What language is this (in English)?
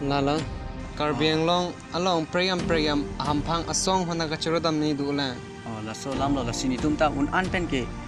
Karbi